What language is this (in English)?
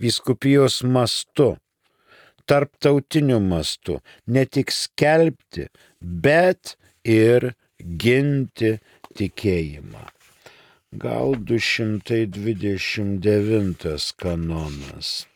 Lithuanian